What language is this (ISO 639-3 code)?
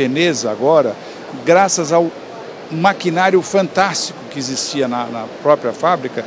por